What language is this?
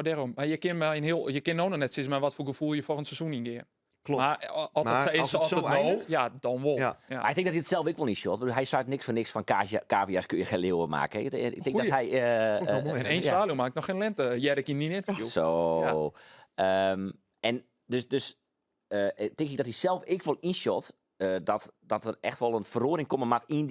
Western Frisian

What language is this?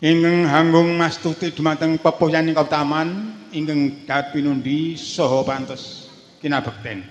Javanese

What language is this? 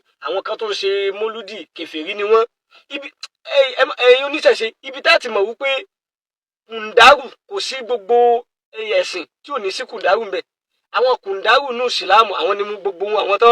Yoruba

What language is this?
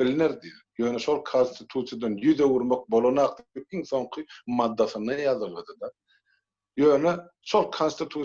Turkmen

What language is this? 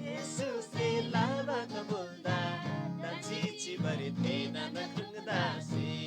Eastern Tamang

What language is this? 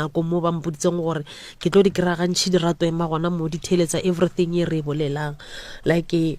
Northern Sotho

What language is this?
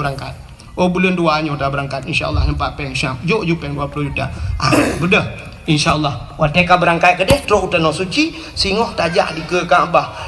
Achinese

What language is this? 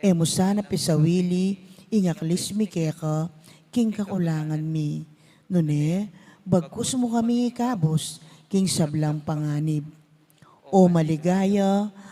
Pampanga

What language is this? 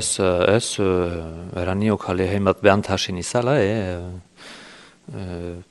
Basque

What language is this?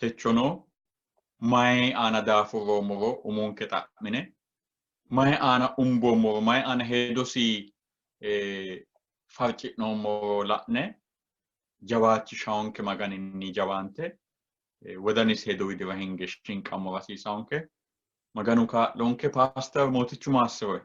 Sidamo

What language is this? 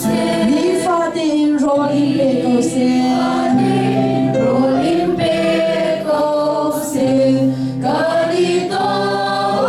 Hakha Chin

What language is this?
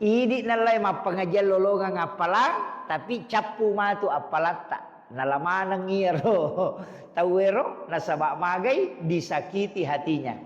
Buginese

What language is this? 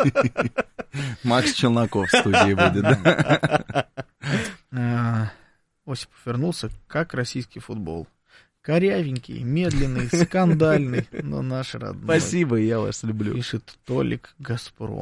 Russian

